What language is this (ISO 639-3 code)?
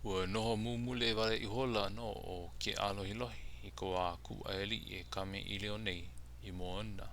haw